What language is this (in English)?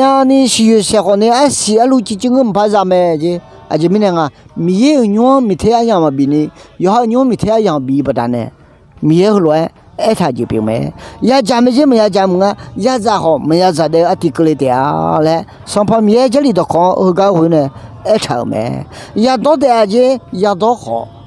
Akha